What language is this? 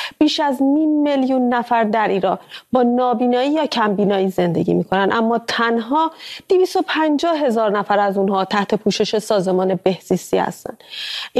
Persian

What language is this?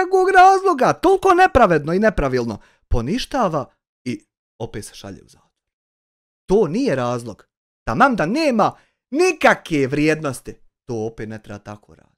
Bosnian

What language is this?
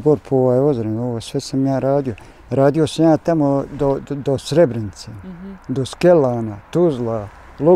Bosnian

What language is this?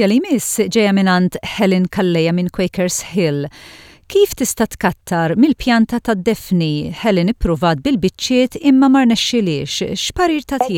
Maltese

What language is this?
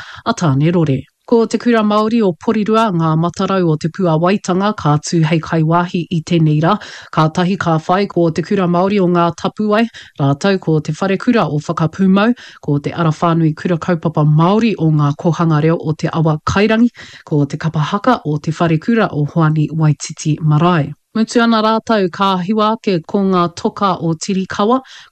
Māori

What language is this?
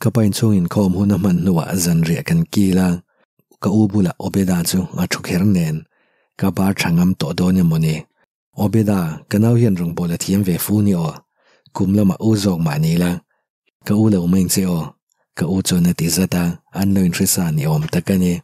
Mizo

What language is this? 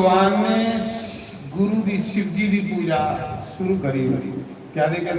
Dogri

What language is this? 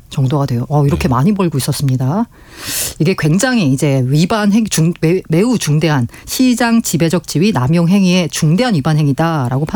Korean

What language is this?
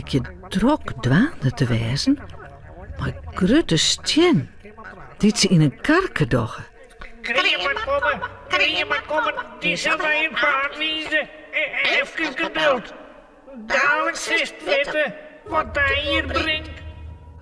Western Frisian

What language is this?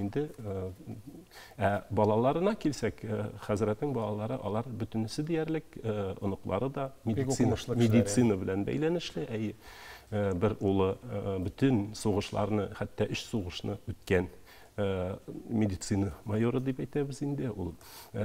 Tatar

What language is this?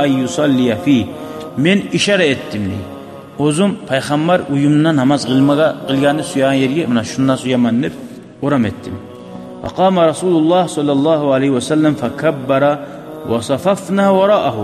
Kumyk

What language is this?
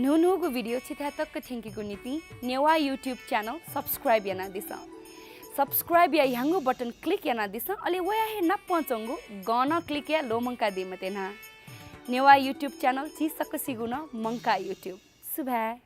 Newari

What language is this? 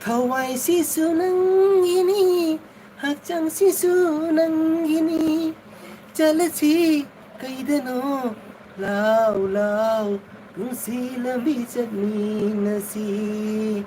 Manipuri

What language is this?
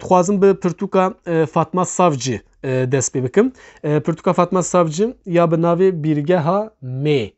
Kurdish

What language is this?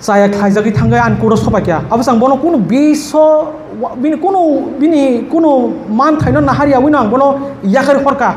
Kok Borok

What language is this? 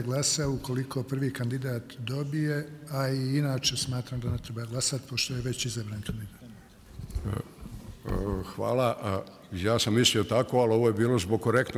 Bosnian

